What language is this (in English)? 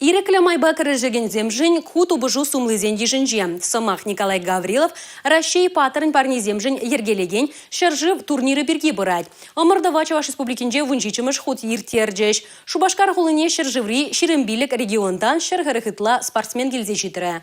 Chuvash